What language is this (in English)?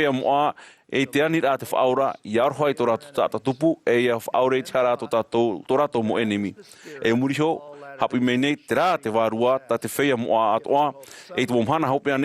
Tahitian